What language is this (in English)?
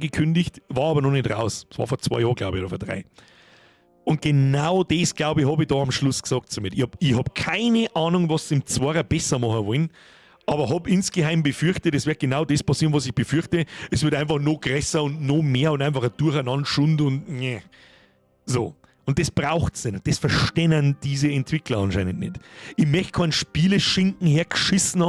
Bavarian